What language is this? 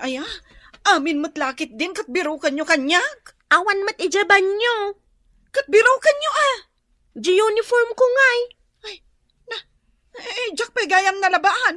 Iloko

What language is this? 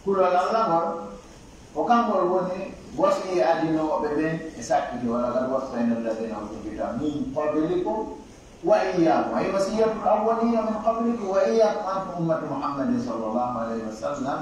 Pular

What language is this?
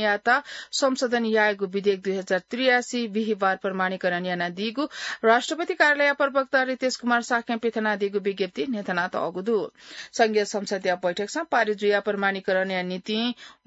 Newari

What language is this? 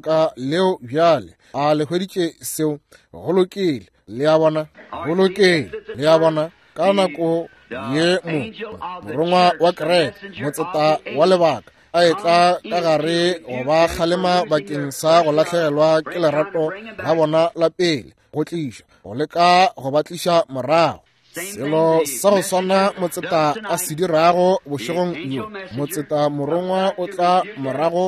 Northern Sotho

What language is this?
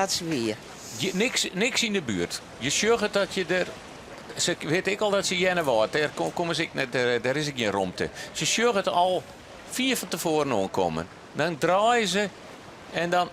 Western Frisian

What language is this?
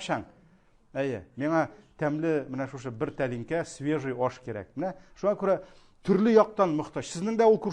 Tatar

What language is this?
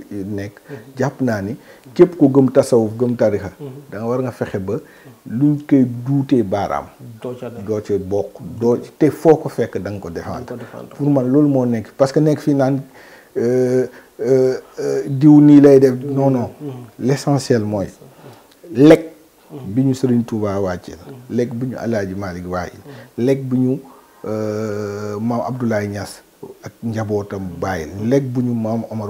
Wolof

